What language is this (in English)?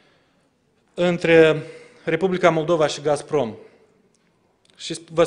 Romanian